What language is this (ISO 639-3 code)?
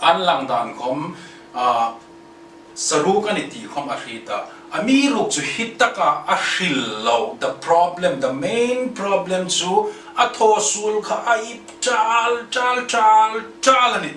hmr